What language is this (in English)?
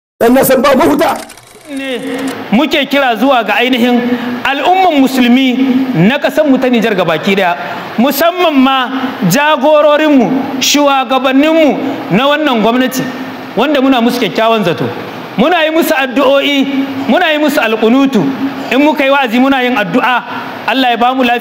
Hausa